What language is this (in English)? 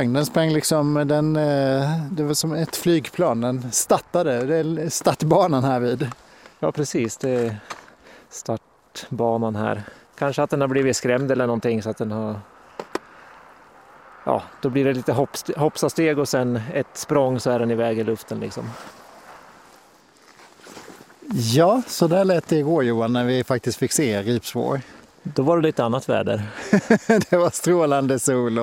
Swedish